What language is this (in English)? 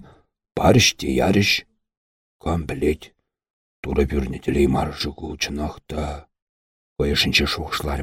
Chuvash